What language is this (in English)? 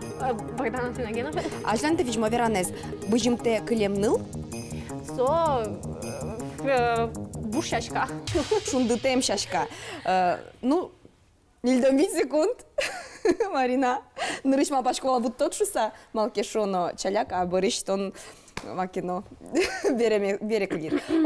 Udmurt